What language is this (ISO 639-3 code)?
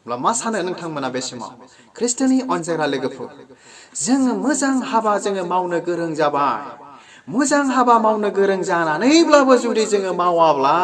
brx